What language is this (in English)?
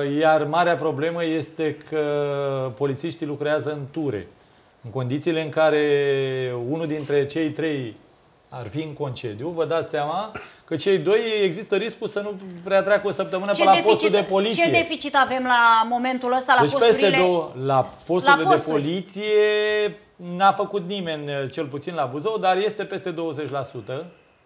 Romanian